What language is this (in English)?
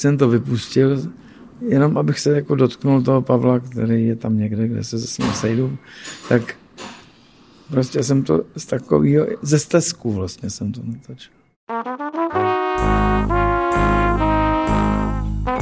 Czech